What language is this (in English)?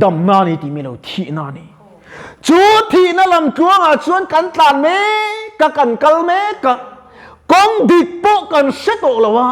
Mizo